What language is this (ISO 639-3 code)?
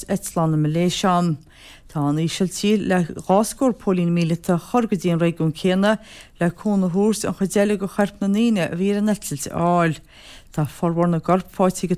gle